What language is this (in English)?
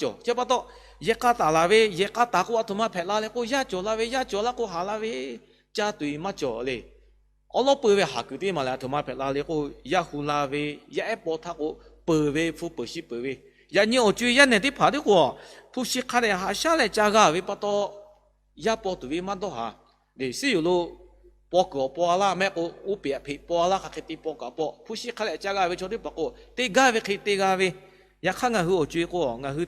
Lahu